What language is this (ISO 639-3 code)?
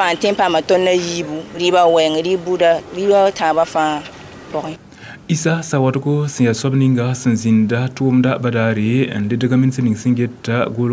mos